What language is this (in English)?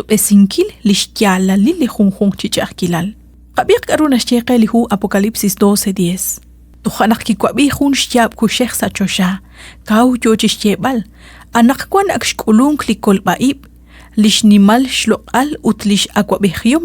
Kekchí